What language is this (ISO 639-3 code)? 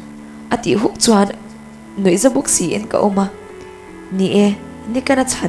lus